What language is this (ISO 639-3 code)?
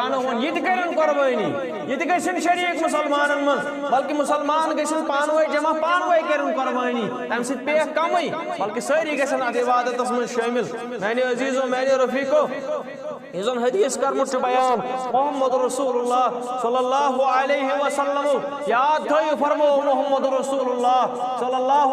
kas